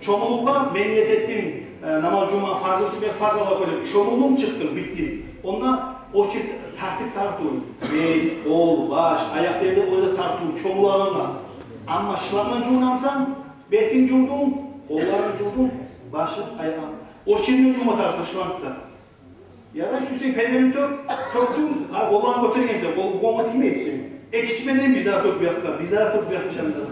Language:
Kumyk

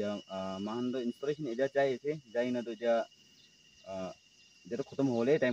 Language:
Naga Pidgin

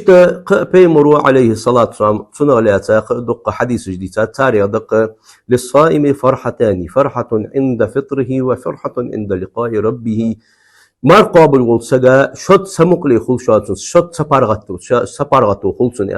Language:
Ingush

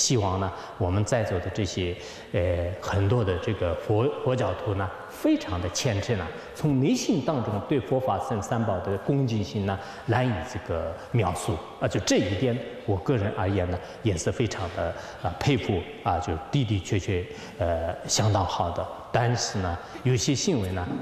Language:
Chinese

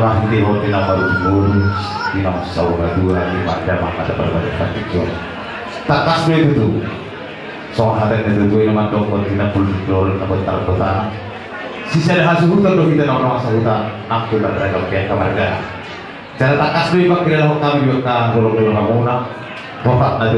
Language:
Batak Toba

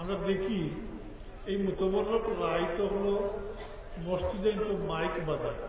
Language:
Sylheti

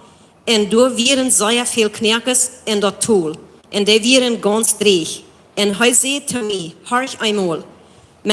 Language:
Plautdietsch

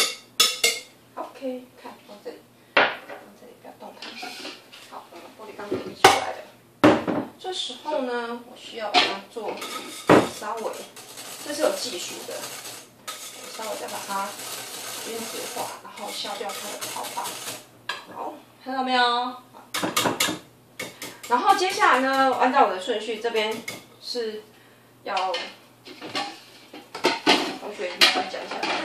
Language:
Chinese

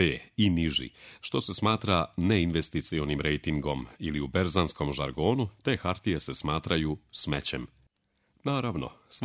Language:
Serbian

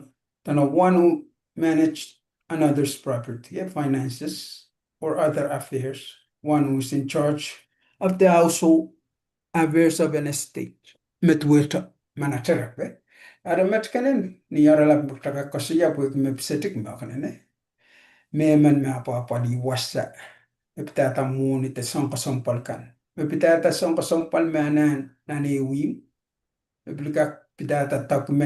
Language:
Pohnpeian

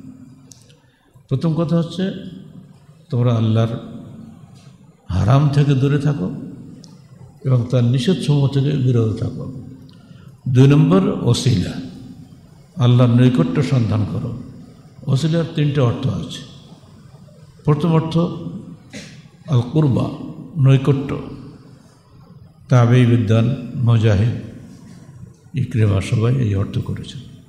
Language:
Bangla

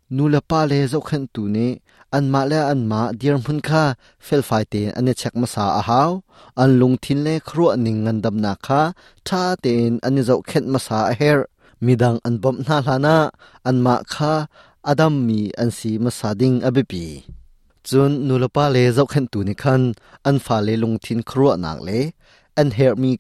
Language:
Hakha Chin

